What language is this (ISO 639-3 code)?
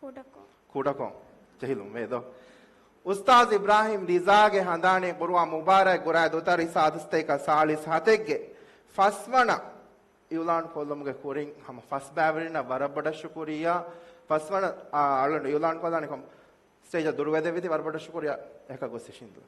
div